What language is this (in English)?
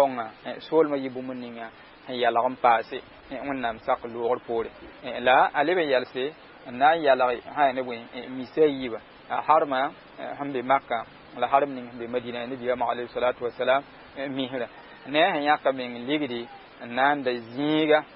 Mossi